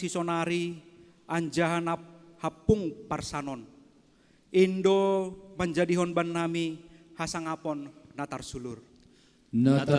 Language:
Batak Simalungun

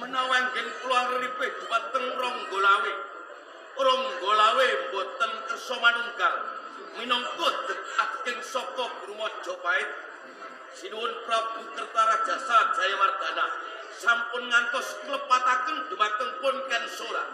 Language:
Javanese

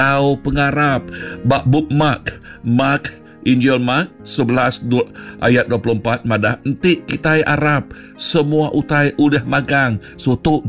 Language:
Iban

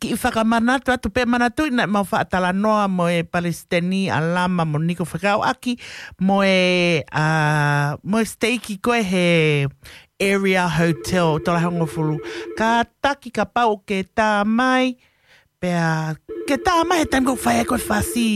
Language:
Tongan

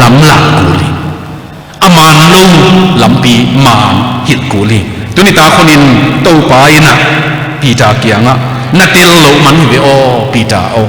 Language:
Tedim Chin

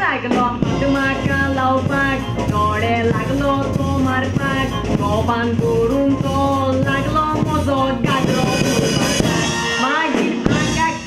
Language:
Konkani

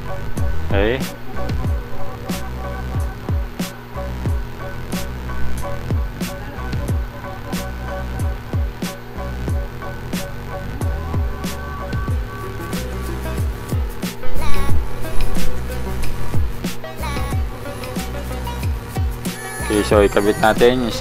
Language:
Filipino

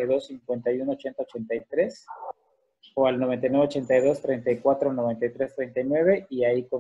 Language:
Spanish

